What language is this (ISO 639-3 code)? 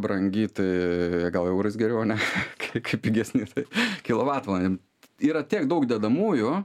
lit